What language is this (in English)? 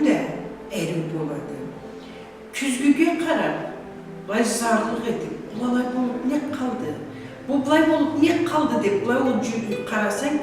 Karachay-Balkar